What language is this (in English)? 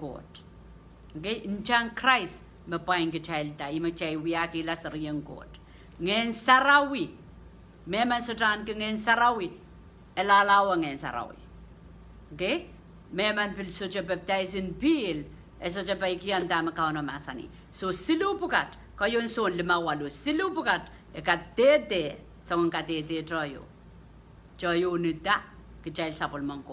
Pohnpeian